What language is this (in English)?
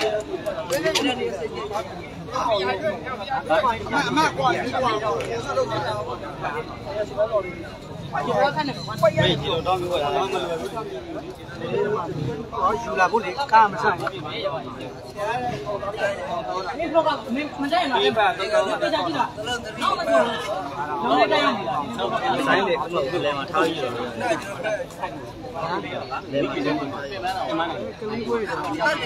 Burmese